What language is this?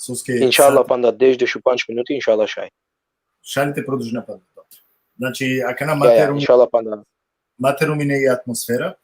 Balkan Romani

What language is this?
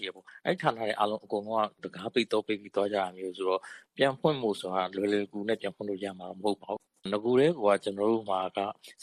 Burmese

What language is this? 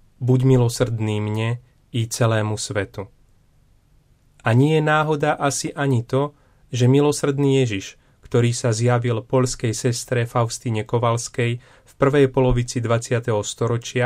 Slovak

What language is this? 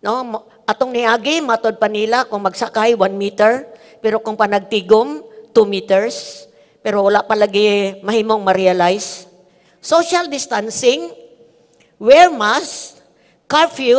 Cebuano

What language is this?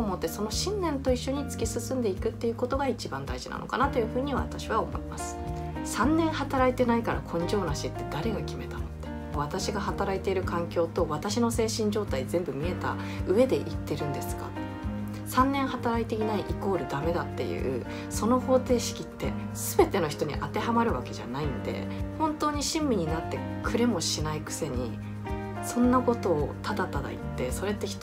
Japanese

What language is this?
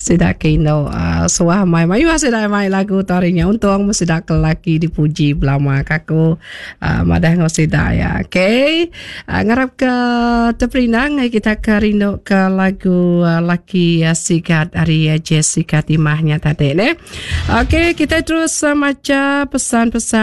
Iban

